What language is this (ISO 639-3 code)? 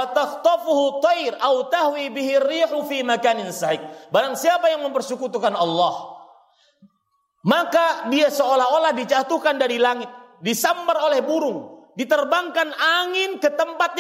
ind